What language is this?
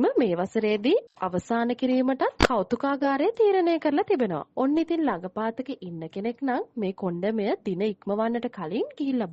Sinhala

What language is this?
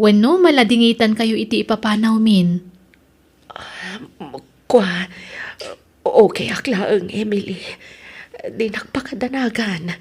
Iloko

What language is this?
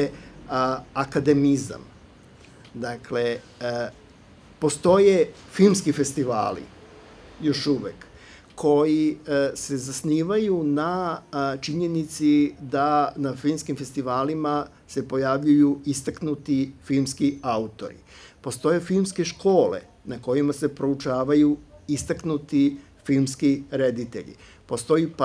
Serbian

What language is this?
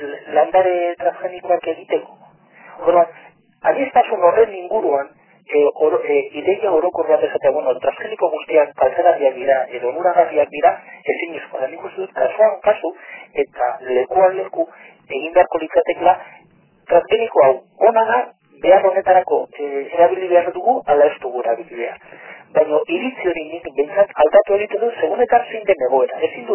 Basque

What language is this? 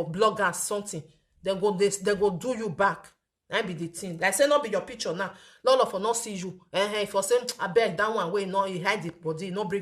Nigerian Pidgin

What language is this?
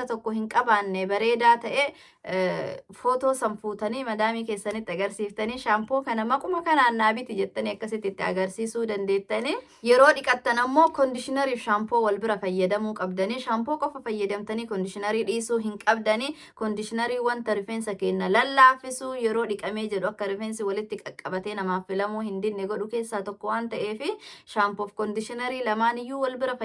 Oromo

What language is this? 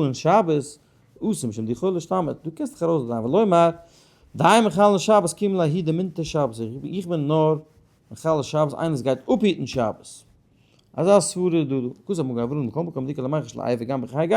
Yiddish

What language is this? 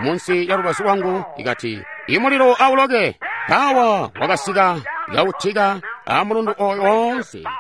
Tonga (Zambia)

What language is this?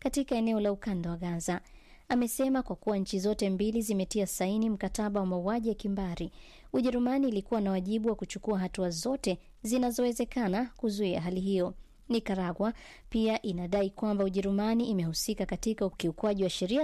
Swahili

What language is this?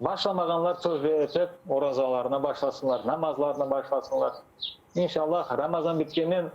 Crimean Tatar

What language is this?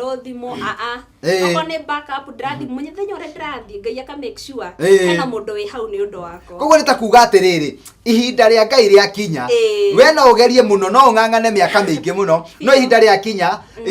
Kikuyu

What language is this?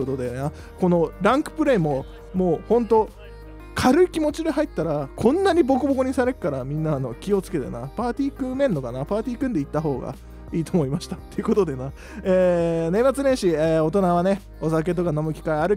Japanese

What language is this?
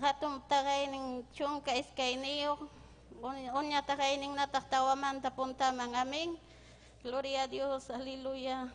Ayacucho Quechua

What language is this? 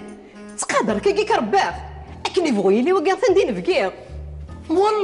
Kabyle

